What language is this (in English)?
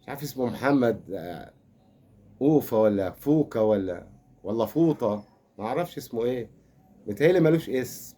Egyptian Arabic